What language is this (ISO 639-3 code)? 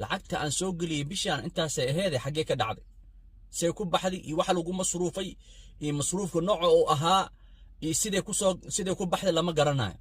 som